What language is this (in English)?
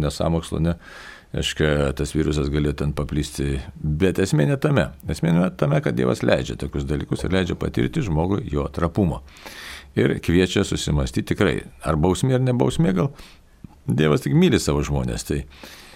Lithuanian